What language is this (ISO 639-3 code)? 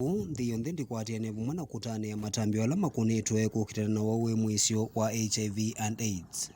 kam